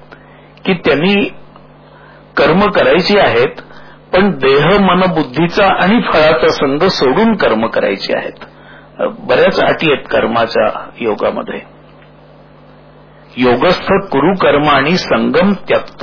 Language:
Marathi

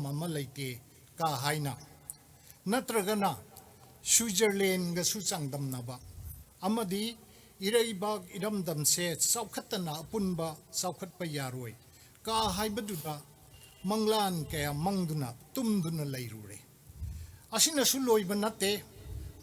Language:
Manipuri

